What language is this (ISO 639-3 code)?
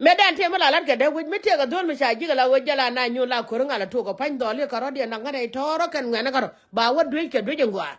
nus